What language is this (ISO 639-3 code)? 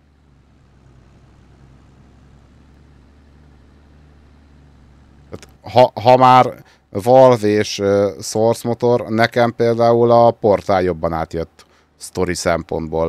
hun